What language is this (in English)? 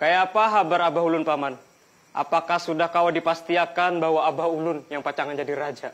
Banjar